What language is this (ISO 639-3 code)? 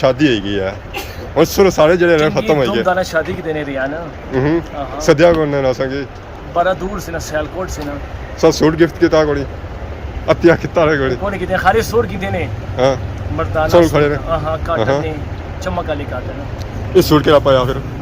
phr